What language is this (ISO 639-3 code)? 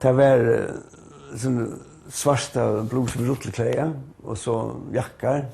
fao